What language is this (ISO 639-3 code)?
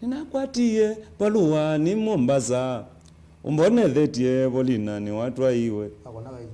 kam